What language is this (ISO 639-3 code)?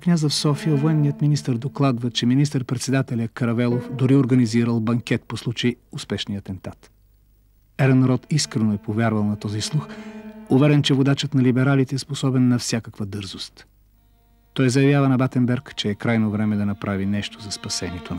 bul